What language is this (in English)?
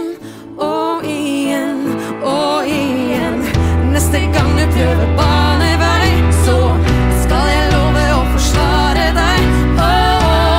Norwegian